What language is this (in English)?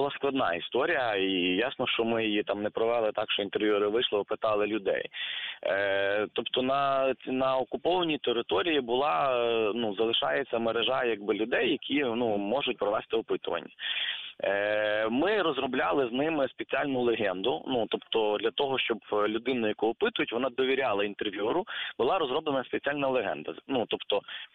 Ukrainian